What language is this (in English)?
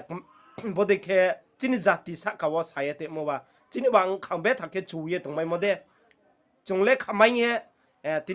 Riang (India)